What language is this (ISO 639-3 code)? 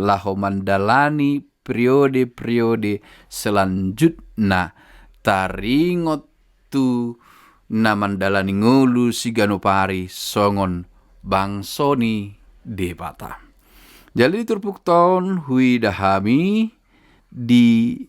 bbc